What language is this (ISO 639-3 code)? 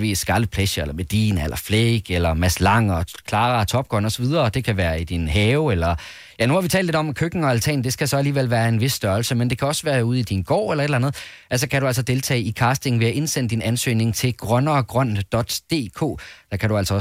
dan